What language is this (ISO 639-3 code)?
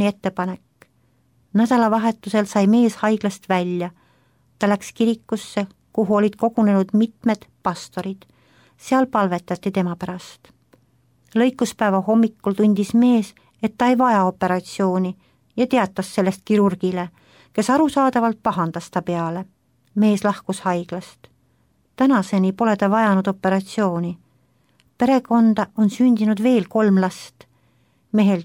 est